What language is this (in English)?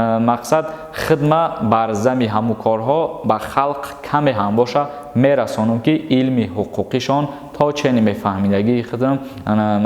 Tajik